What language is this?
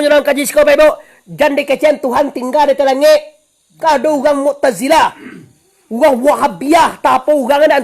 Minangkabau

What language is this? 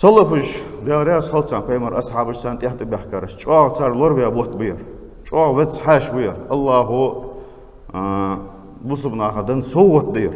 Ingush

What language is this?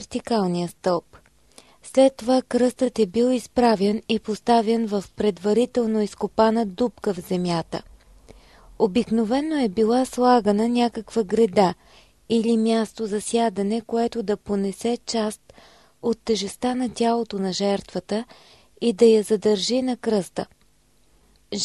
Bulgarian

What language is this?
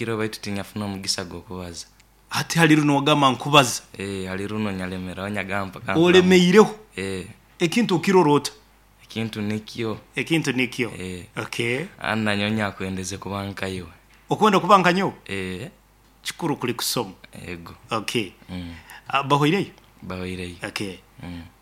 Nyankole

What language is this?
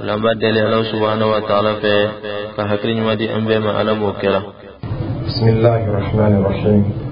Dyula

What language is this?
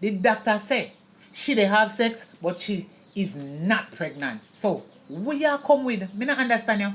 Jamaican Creole English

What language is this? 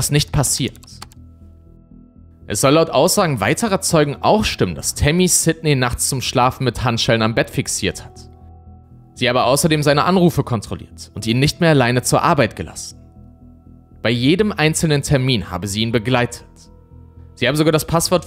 German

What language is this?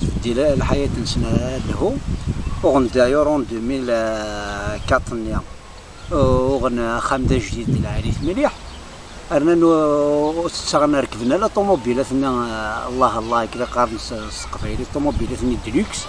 Kabyle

